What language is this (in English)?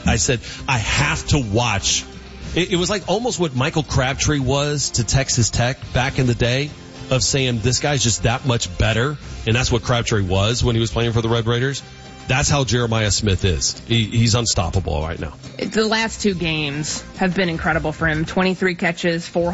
English